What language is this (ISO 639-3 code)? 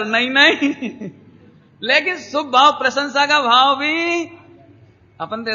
hin